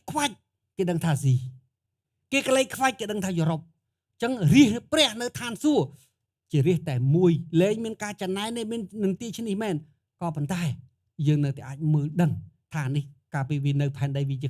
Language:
Khmer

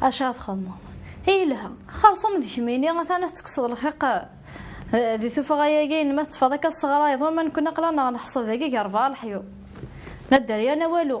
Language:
Kabyle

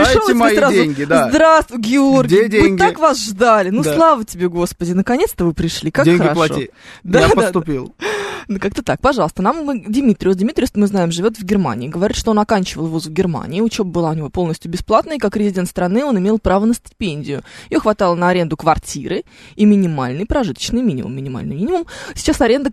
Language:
Russian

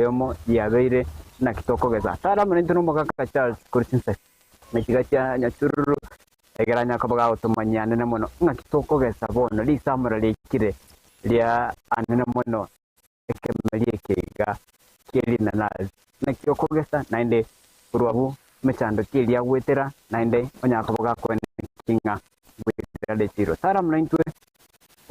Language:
Gusii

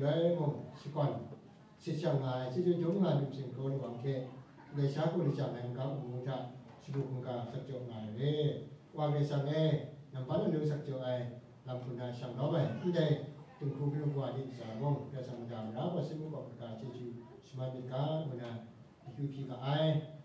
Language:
Kachin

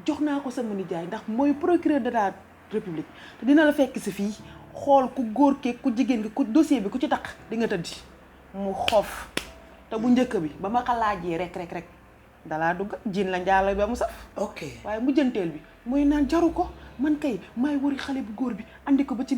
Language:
Wolof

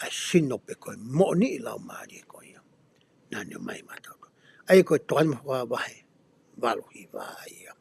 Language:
Tongan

